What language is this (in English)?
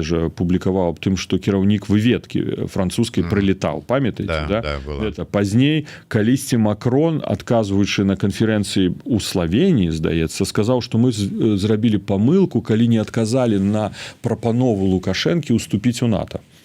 Belarusian